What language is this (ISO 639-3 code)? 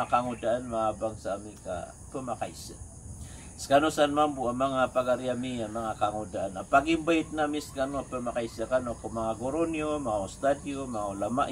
mrw